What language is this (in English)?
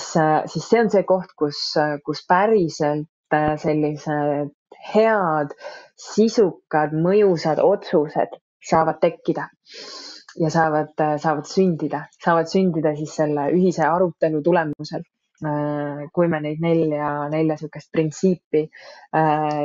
Estonian